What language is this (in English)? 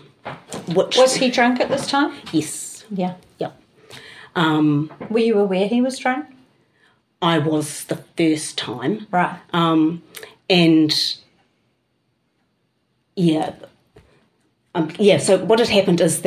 English